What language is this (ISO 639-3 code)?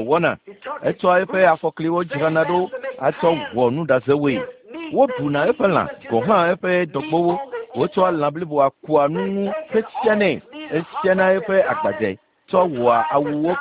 ewe